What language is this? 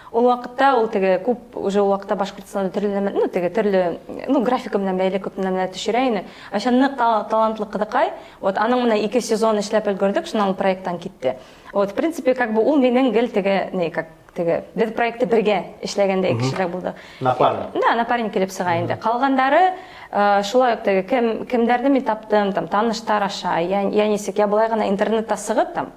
Bashkir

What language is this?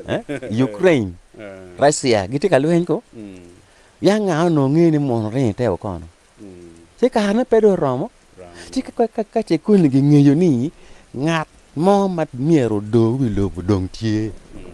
Acoli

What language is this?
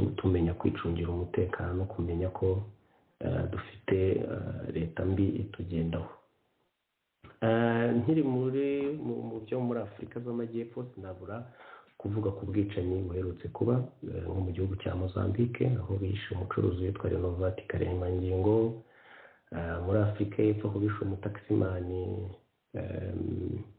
Kinyarwanda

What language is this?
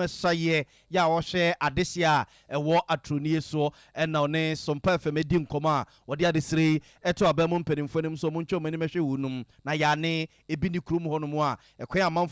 Akan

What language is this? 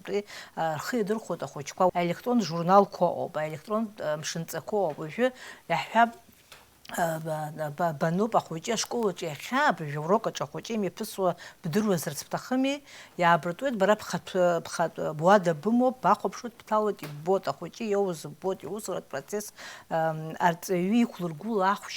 Abkhazian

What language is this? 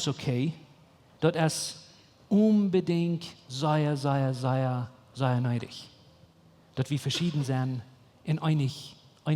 Plautdietsch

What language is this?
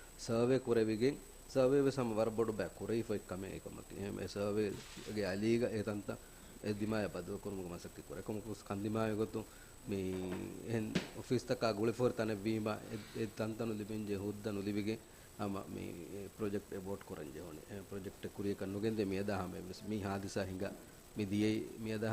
Divehi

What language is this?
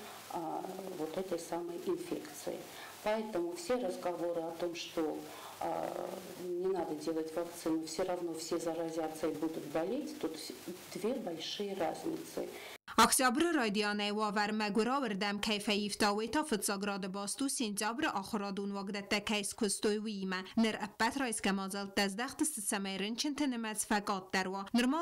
Ossetic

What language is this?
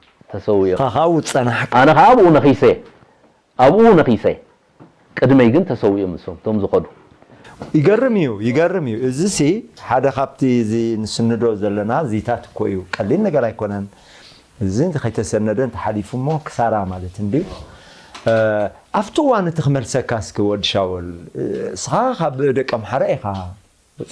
Tigrinya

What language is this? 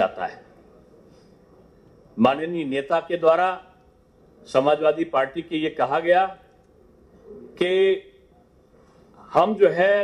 Hindi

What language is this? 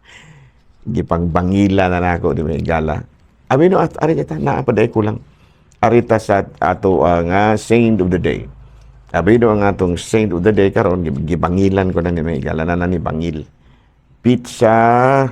Cebuano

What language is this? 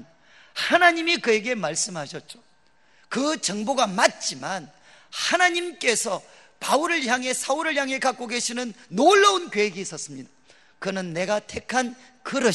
Korean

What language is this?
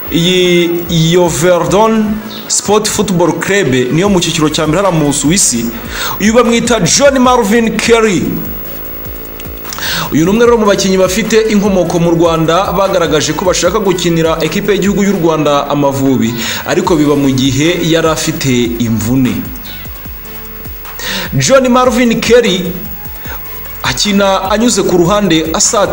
Kinyarwanda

